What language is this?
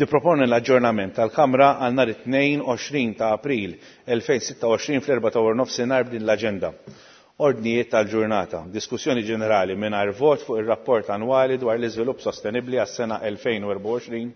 Maltese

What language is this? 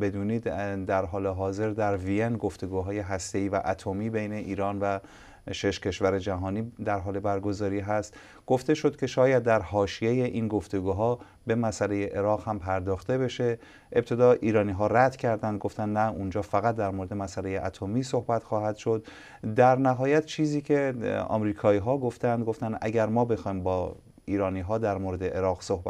Persian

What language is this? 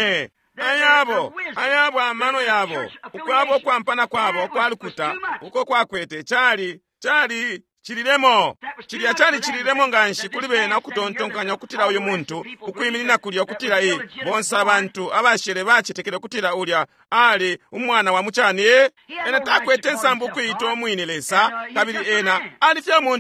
Bemba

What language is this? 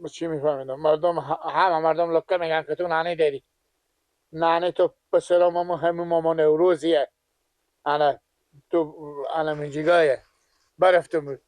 Persian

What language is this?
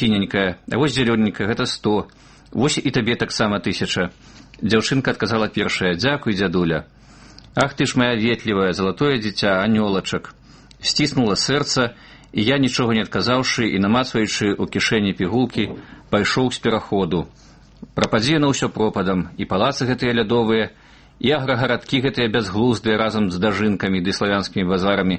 Belarusian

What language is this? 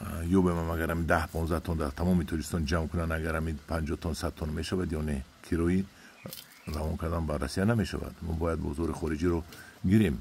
Tajik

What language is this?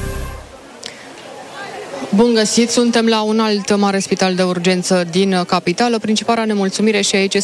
Romanian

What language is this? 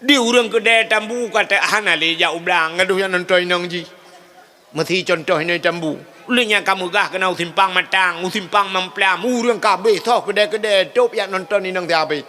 Achinese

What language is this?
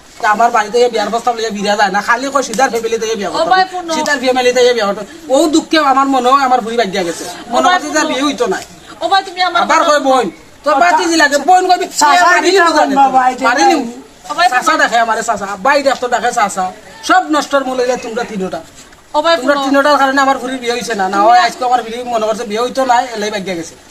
Sylheti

